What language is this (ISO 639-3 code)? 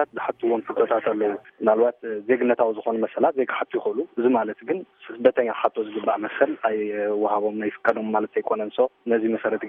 tir